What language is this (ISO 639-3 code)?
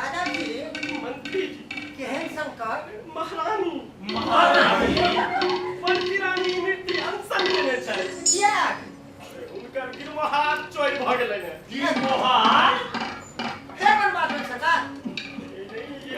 mai